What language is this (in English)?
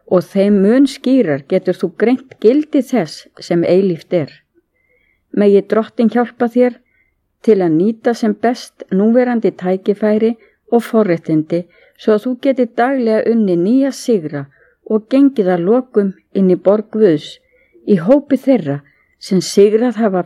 Icelandic